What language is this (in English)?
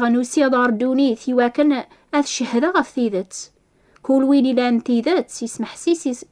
Kabyle